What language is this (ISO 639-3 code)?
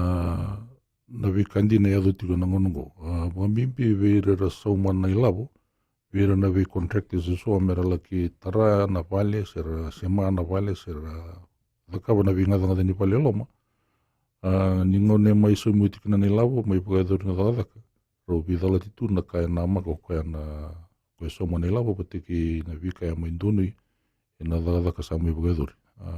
fij